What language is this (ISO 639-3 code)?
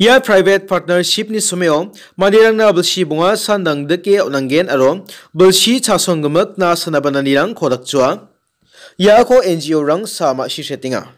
grt